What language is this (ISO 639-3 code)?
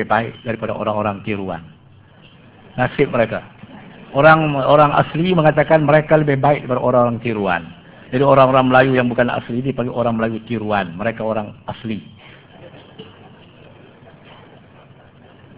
msa